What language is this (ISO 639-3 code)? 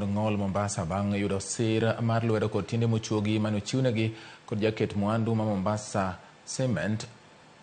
luo